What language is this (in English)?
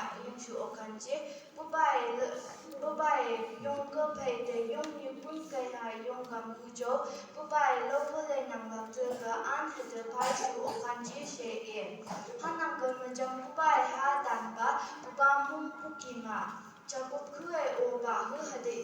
Phom Naga